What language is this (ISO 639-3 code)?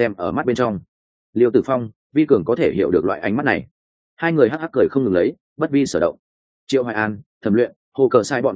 vie